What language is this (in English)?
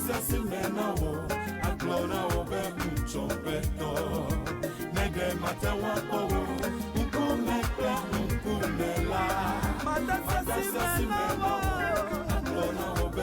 Ewe